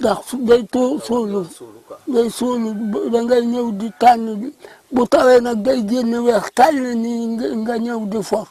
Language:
Wolof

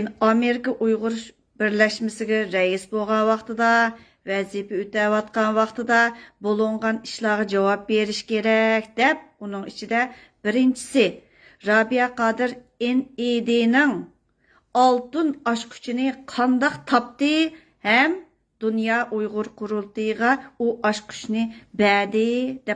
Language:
Uyghur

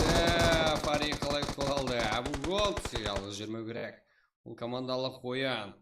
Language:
Kara-Kalpak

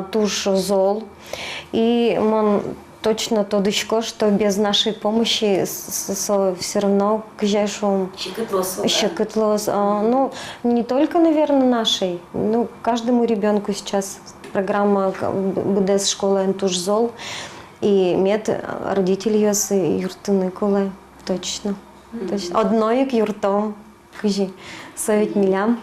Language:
Udmurt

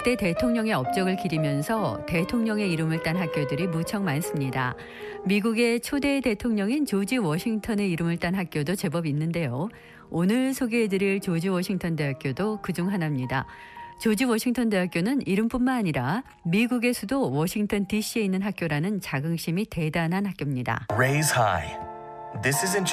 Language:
Korean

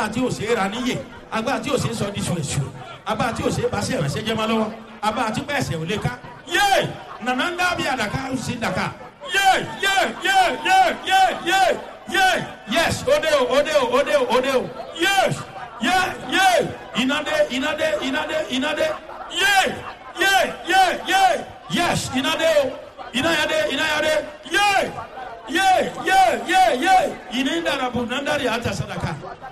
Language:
Yoruba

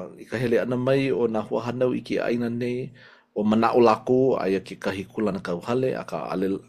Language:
Hawaiian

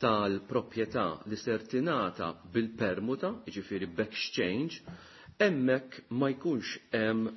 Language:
Maltese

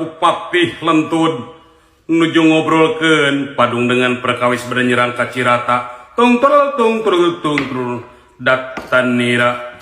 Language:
Sundanese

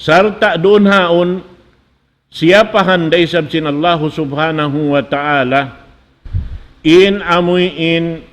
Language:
Tausug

